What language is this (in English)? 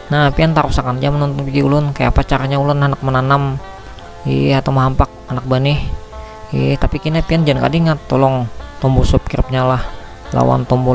Banjar